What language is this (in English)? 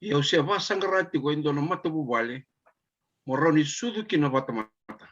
Fijian